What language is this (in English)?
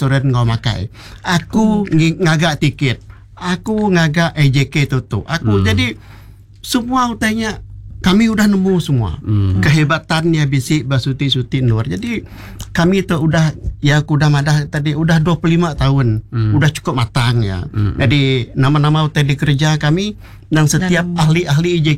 Iban